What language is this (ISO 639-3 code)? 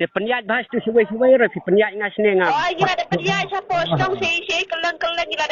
kha